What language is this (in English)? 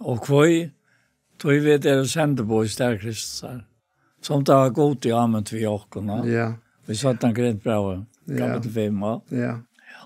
Faroese